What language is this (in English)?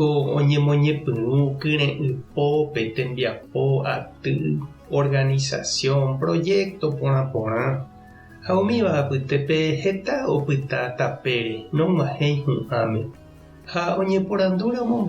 Guarani